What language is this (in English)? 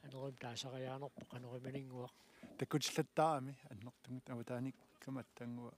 Kalaallisut